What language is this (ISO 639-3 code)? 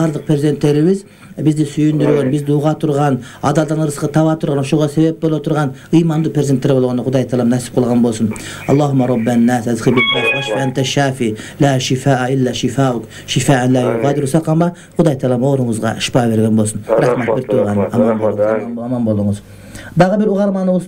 kir